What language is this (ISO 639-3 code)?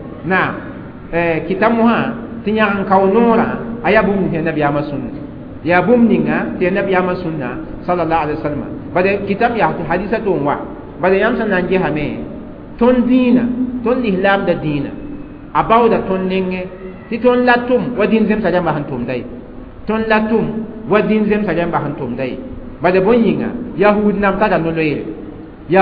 mos